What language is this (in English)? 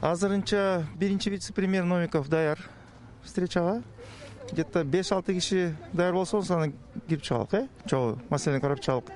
Kyrgyz